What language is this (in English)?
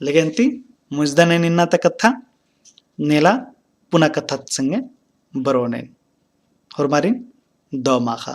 Kurukh